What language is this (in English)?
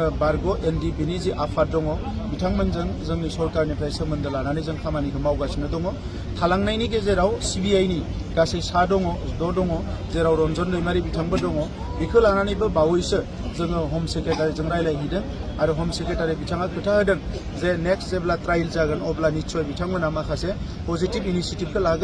Bodo